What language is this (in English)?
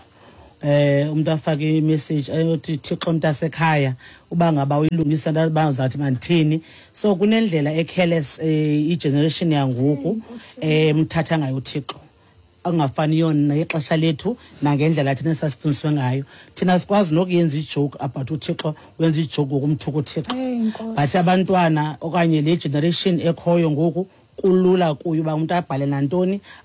Xhosa